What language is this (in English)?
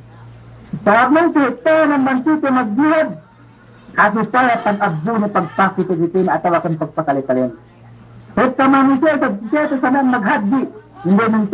Yakan